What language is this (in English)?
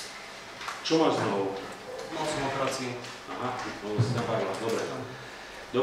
Slovak